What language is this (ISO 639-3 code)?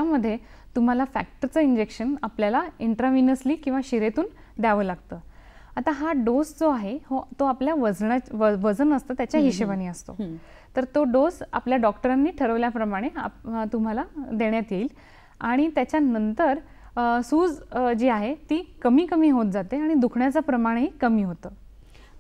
mar